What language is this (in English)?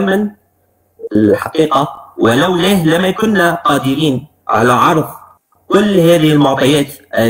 Arabic